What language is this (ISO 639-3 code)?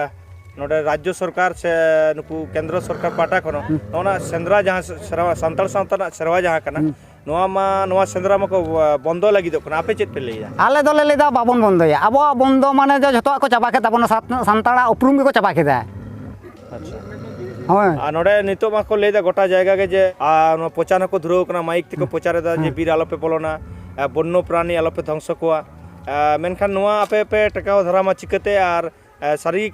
sat